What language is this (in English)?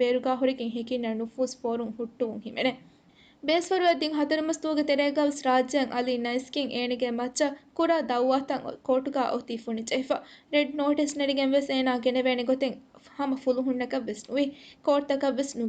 Divehi